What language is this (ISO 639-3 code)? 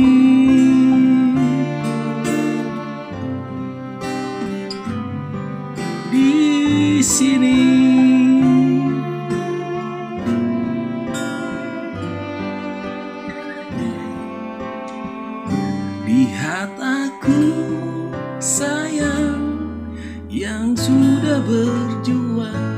ind